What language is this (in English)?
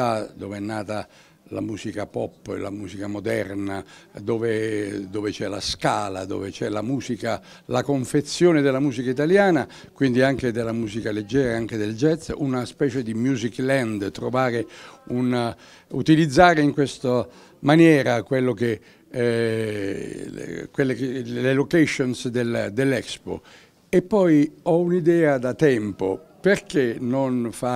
Italian